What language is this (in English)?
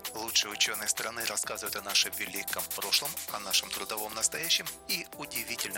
Russian